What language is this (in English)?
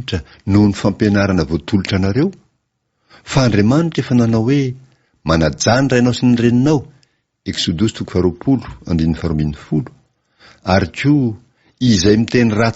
Malagasy